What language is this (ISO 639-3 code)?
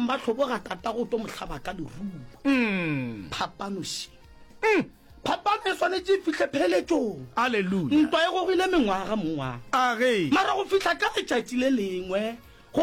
nso